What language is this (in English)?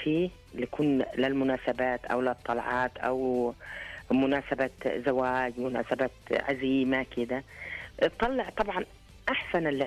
Najdi Arabic